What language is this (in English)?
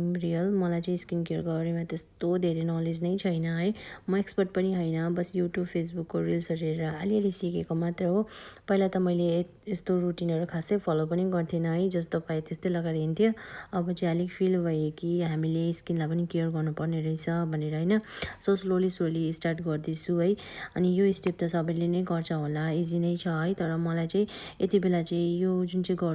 Nepali